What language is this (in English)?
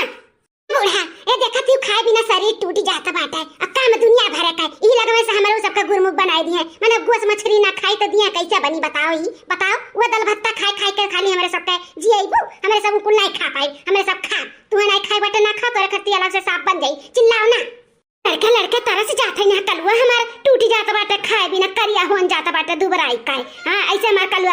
Awadhi